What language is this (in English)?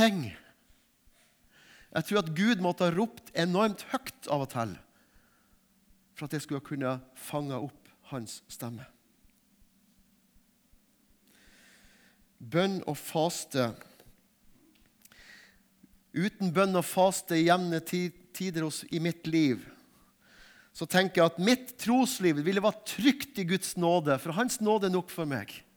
Norwegian